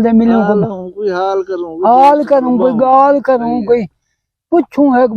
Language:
Saraiki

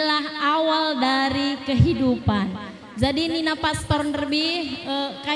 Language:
Batak Karo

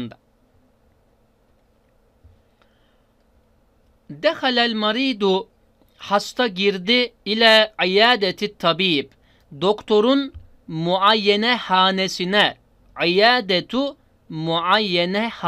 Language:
Turkish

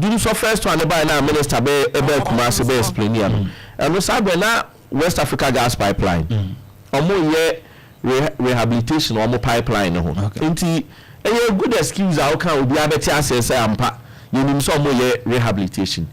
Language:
Akan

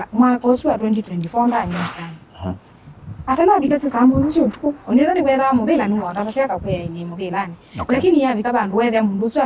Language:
Kamba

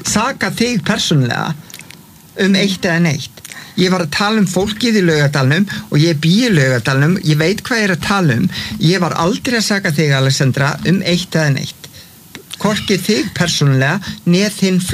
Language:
Icelandic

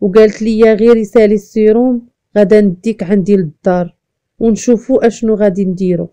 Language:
Moroccan Arabic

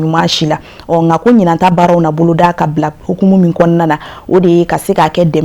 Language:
Bambara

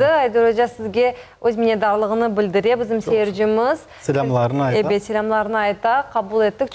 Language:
Crimean Tatar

